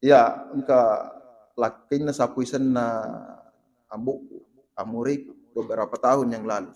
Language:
Buginese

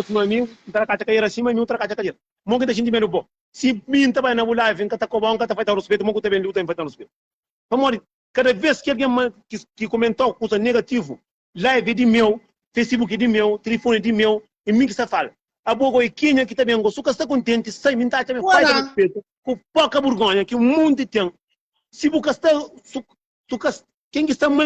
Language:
Kabuverdianu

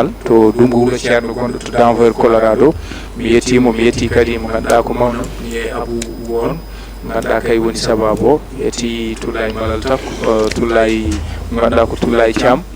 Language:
Fula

